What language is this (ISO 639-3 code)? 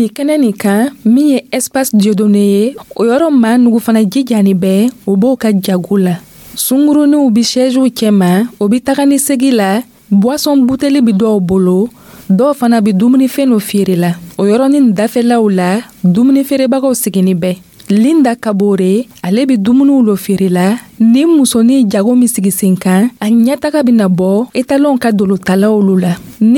dyu